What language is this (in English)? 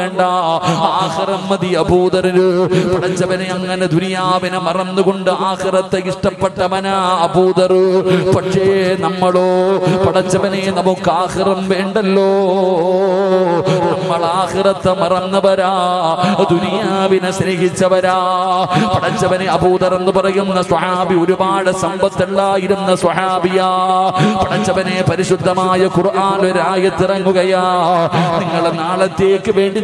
Malayalam